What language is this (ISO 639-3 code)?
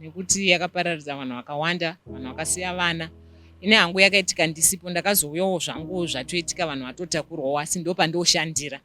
sna